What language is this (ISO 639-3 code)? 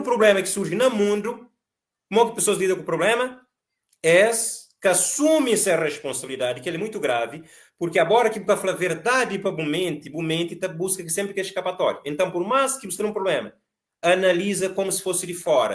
kea